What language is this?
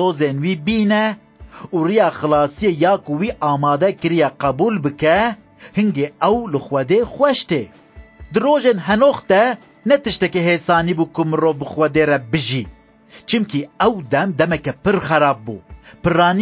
Kurdish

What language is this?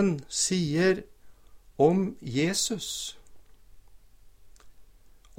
Norwegian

